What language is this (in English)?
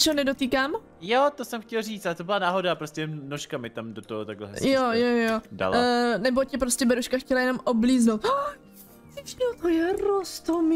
Czech